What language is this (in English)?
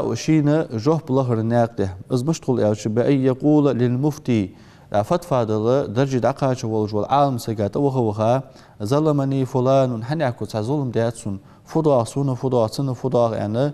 Ingush